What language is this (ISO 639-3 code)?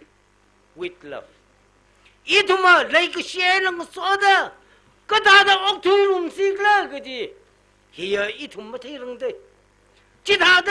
nmf